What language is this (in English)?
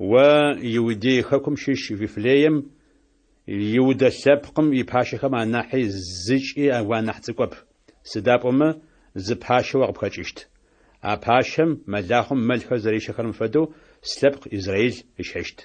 Adyghe